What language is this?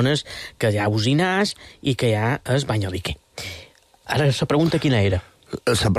Catalan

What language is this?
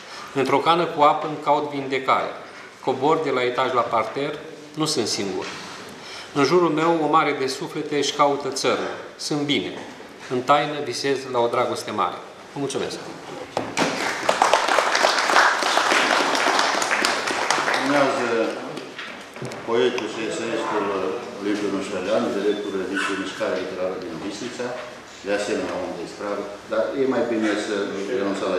Romanian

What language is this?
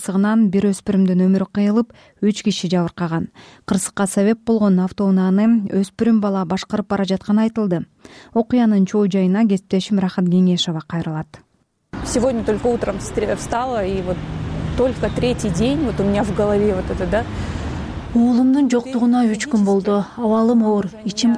Kyrgyz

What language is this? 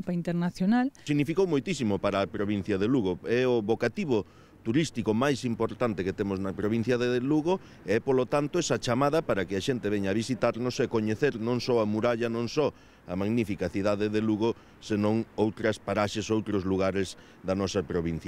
Galician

